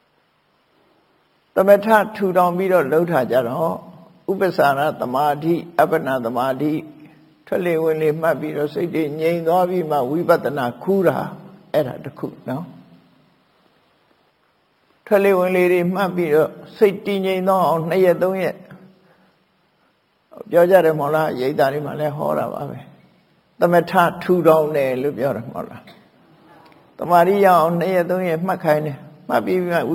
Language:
Burmese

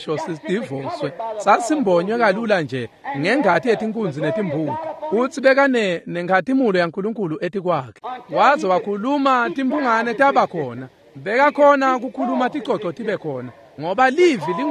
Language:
Swati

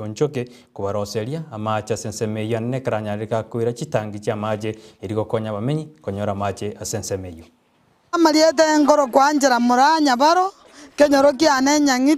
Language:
Gusii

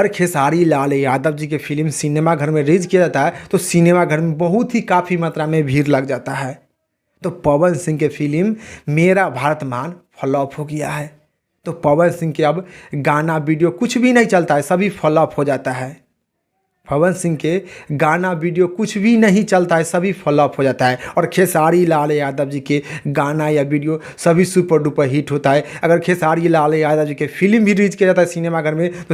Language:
Bhojpuri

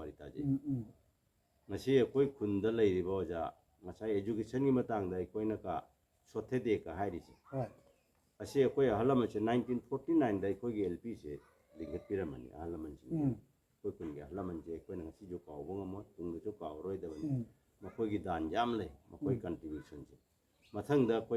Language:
Manipuri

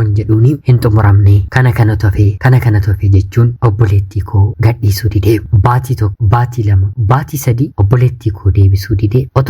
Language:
Oromo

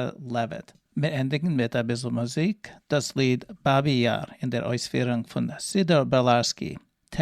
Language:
Yiddish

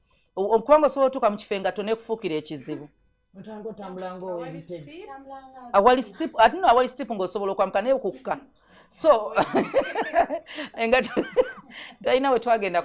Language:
Ganda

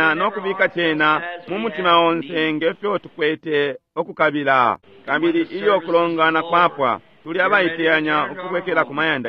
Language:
Bemba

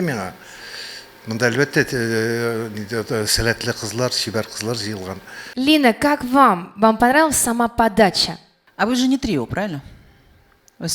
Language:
Tatar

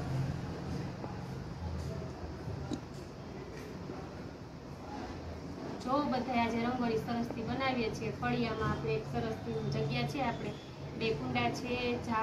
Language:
Gujarati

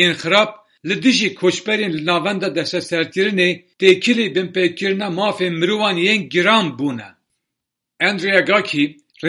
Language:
Kurdish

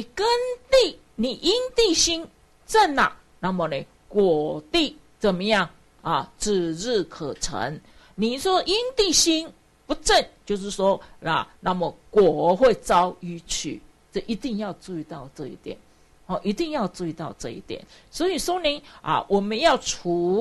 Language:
Chinese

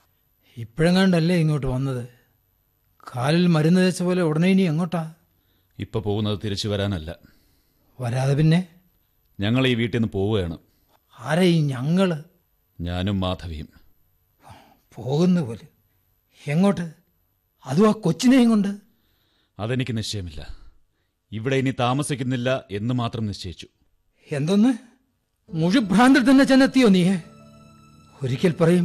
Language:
Malayalam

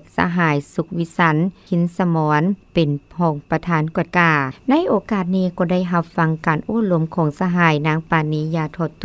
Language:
Lao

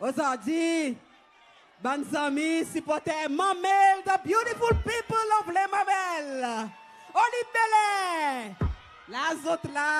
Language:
Seselwa Creole French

